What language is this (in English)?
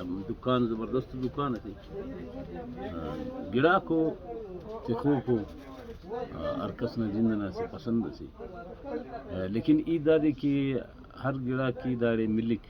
Brahui